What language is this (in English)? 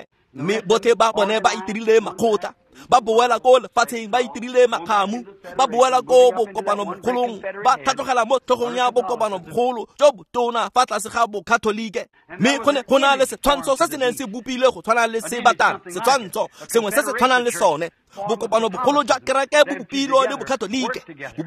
Tswana